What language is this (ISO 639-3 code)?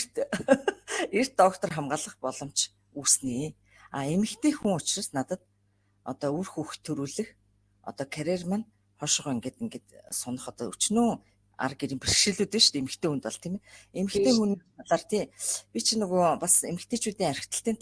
mon